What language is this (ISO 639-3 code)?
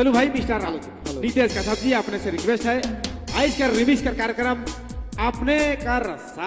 sck